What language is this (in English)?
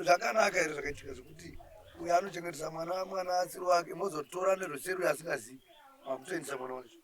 Shona